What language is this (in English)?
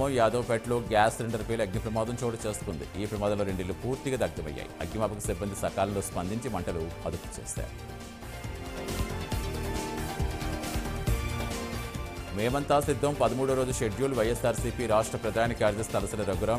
Telugu